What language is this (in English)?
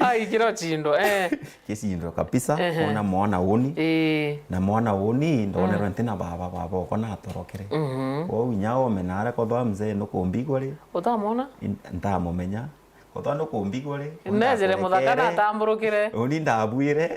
Meru